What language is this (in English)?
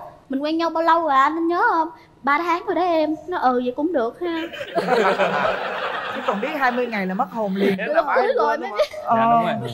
Vietnamese